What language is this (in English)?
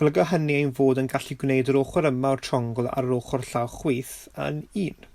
Welsh